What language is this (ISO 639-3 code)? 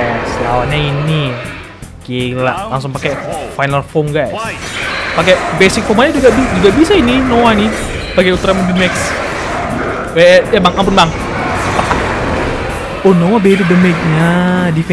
ind